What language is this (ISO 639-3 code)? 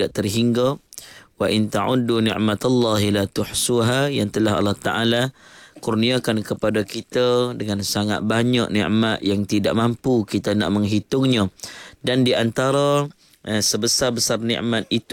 msa